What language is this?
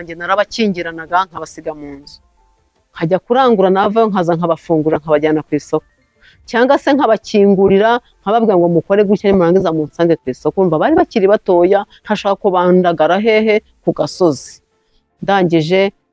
Kinyarwanda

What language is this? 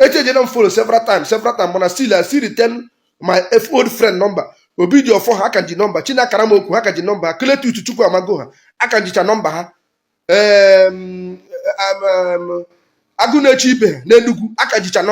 Igbo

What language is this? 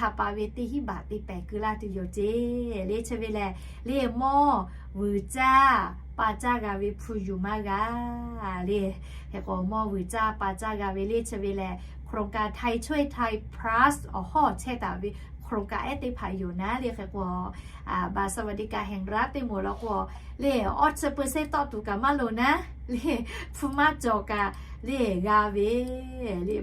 Lahu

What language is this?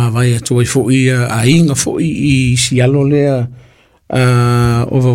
Samoan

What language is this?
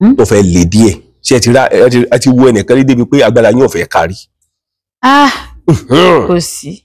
Yoruba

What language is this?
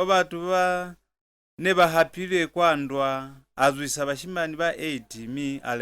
Lozi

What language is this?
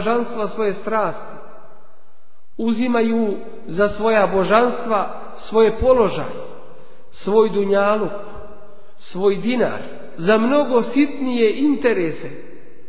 Bosnian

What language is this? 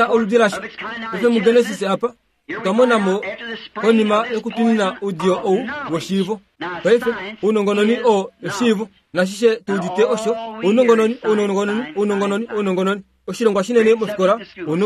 Kuanyama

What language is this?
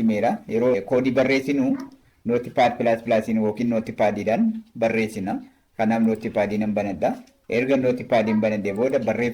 Oromo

